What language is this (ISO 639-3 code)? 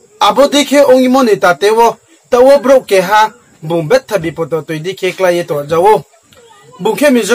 ria